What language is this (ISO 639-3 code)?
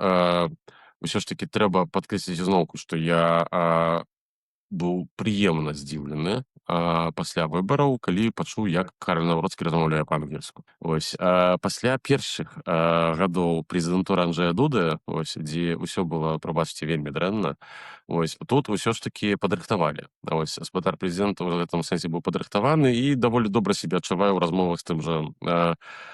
bel